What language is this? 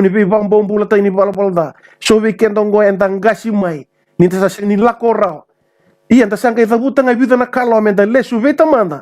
Fijian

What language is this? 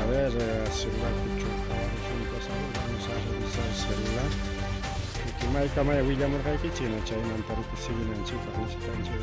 Ayacucho Quechua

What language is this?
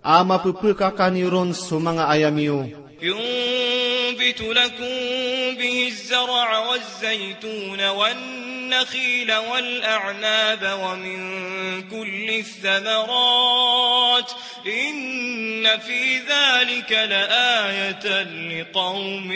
Maranao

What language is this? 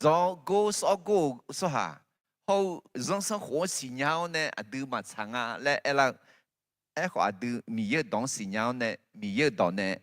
Akha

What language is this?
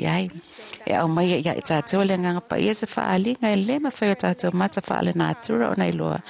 Samoan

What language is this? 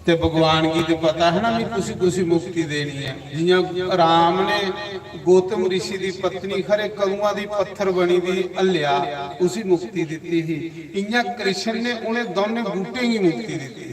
Dogri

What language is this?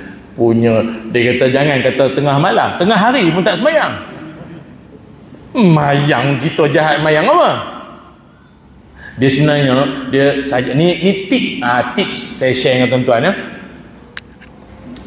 Malay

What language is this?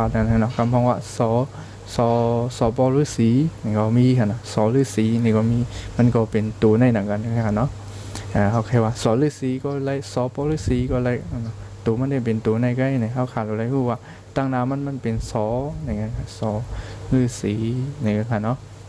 Shan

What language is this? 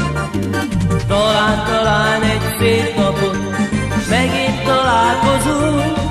Hungarian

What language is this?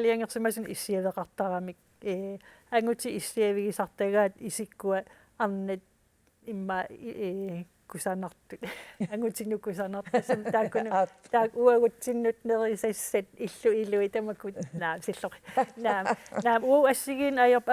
Kalaallisut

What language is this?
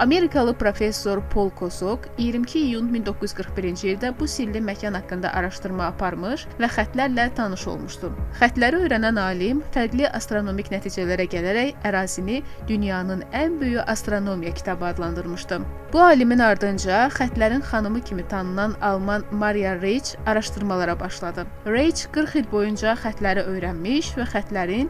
Azerbaijani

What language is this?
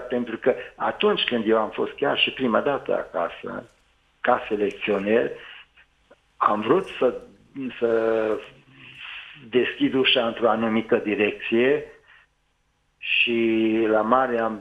Romanian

